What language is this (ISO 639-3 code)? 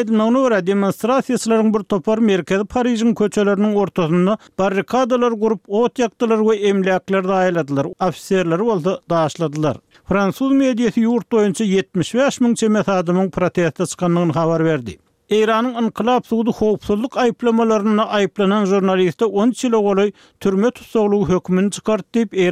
tuk